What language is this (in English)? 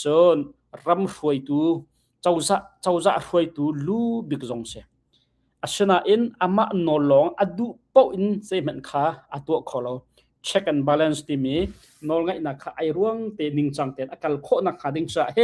Hakha Chin